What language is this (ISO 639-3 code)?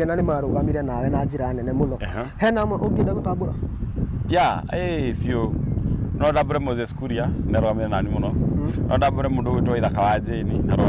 kik